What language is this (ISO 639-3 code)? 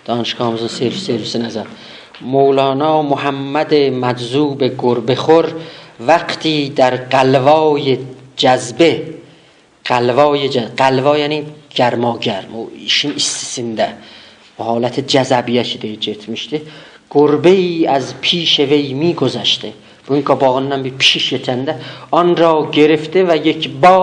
azb